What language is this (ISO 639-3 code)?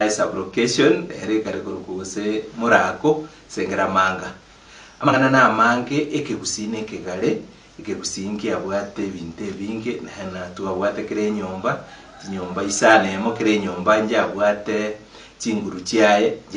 guz